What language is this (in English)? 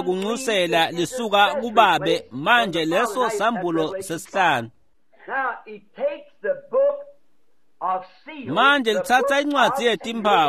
Swati